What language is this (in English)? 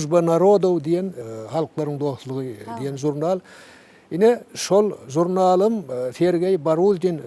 Turkmen